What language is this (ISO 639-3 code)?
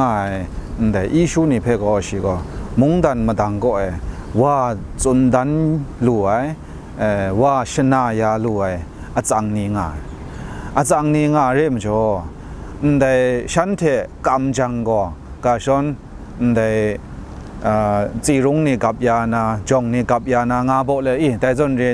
kac